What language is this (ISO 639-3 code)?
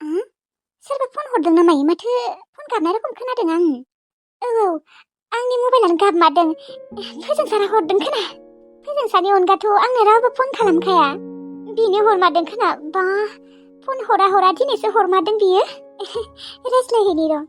brx